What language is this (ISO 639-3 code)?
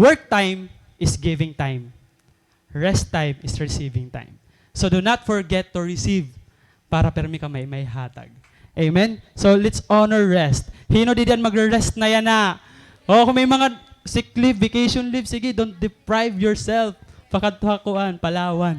war